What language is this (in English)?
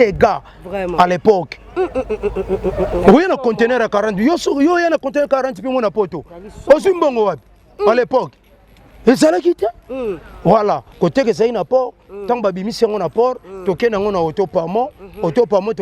Lingala